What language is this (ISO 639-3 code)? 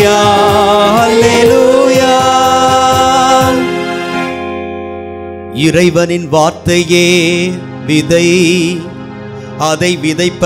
tam